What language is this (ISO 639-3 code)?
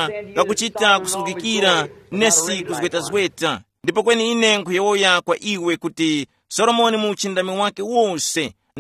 tum